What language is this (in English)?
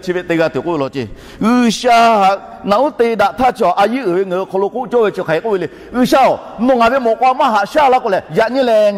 Lahu